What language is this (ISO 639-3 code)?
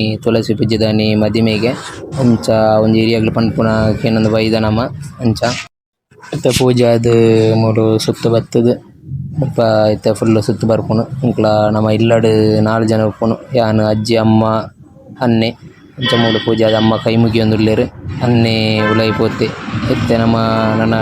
tcy